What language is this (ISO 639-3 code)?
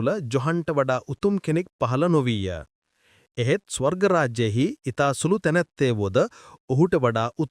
sin